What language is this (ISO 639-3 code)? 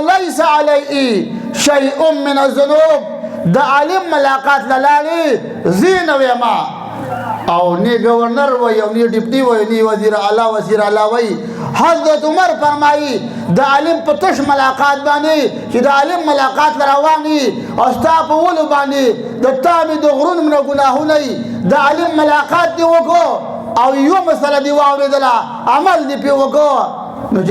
pus